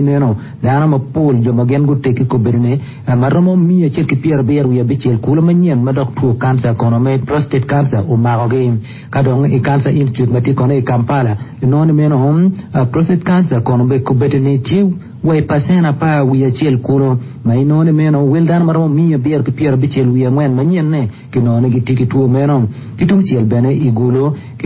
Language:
Acoli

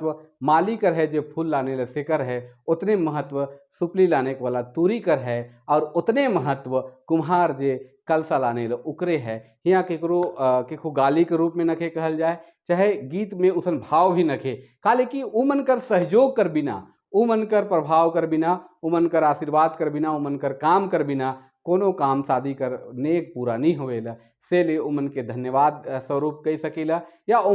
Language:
Sadri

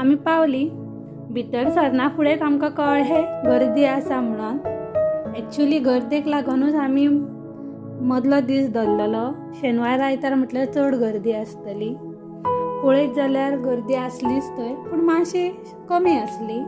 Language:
Konkani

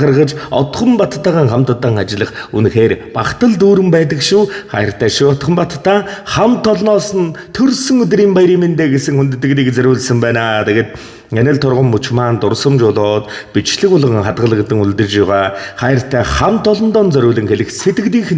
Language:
Mongolian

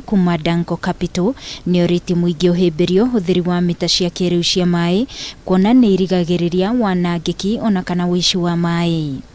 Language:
Kikuyu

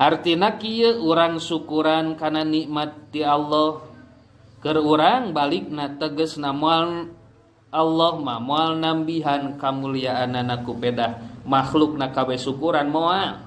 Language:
Sundanese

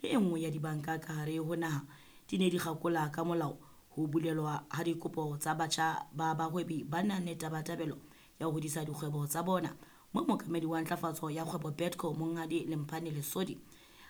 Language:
Southern Sotho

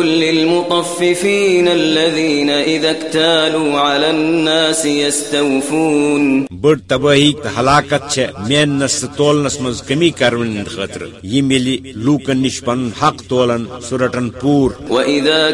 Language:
Kashmiri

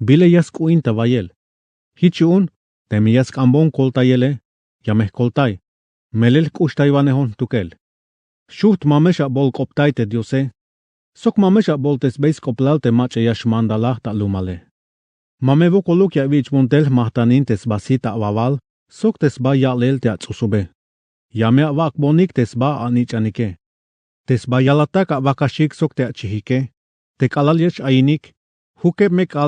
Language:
Tzeltal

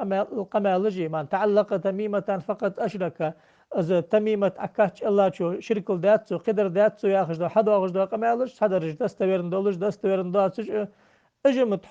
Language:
Ingush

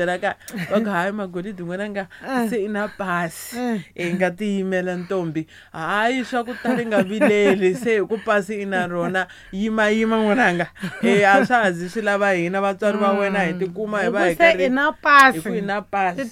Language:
Tsonga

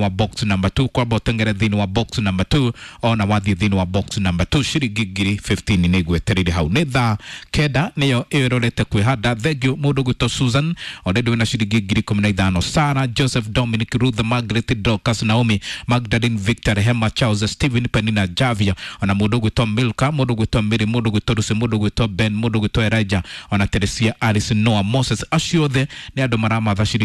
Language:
Kikuyu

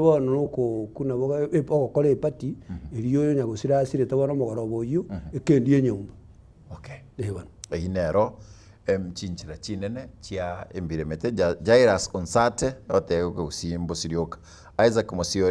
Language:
Gusii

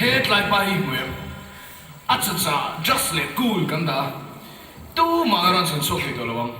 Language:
Mizo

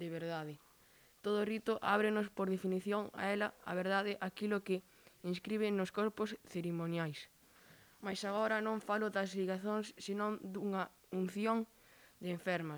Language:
Galician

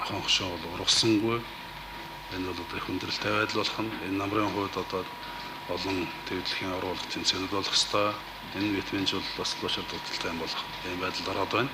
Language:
Mongolian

